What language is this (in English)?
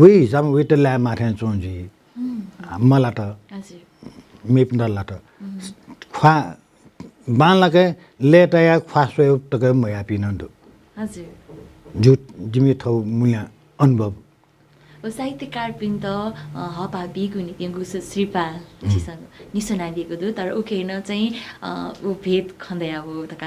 Newari